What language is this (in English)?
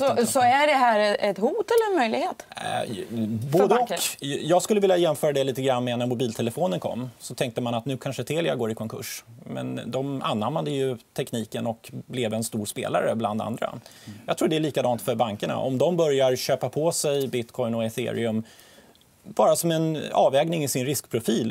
Swedish